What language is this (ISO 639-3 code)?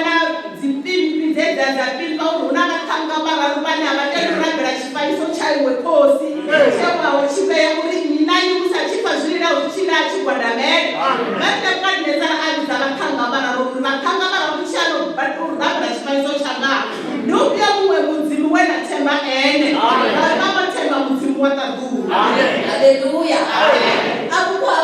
ven